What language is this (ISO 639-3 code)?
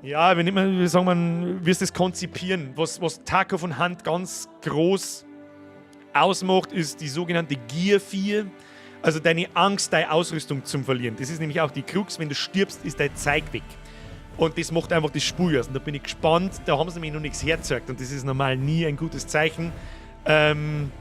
bar